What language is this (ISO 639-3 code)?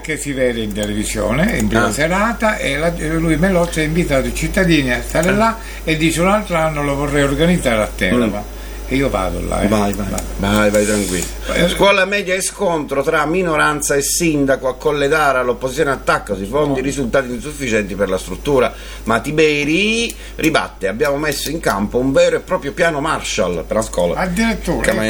ita